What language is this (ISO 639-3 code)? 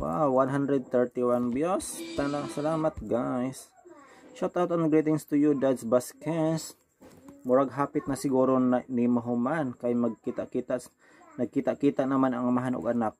ceb